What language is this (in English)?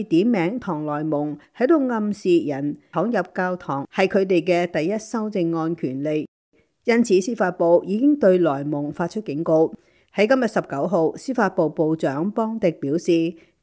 Cantonese